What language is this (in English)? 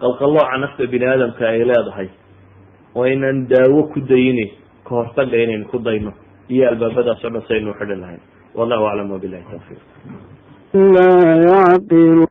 Somali